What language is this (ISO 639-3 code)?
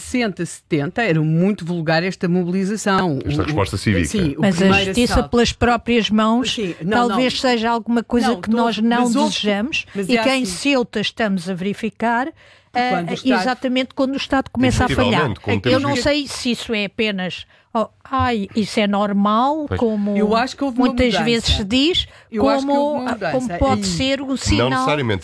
por